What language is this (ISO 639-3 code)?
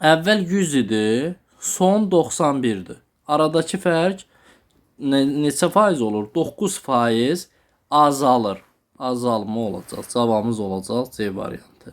aze